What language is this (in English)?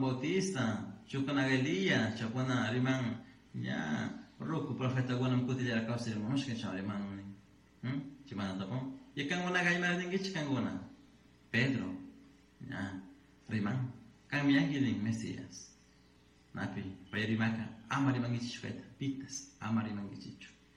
Chimborazo Highland Quichua